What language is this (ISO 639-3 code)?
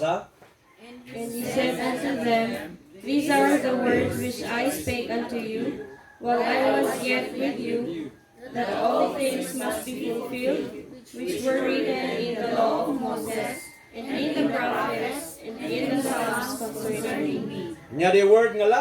ilo